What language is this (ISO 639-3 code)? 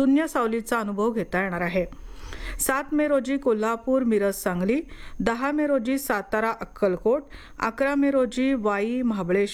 mar